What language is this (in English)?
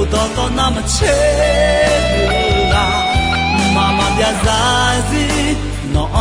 Akha